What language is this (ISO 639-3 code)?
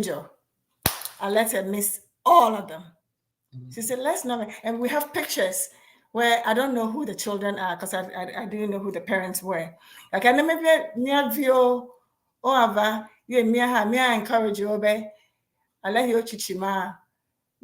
ewe